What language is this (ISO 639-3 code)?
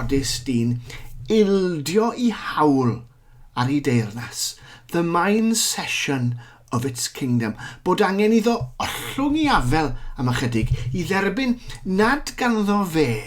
cym